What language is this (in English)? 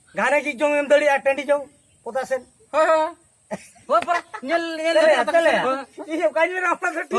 Santali